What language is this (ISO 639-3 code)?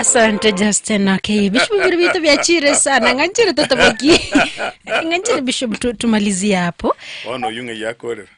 guz